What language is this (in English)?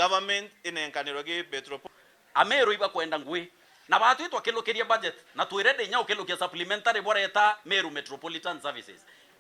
Meru